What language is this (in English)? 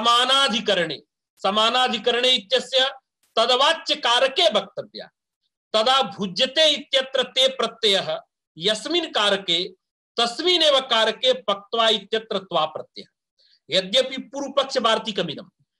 Sanskrit